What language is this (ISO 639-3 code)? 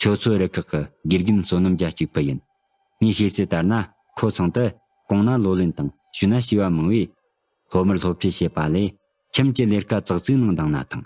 bod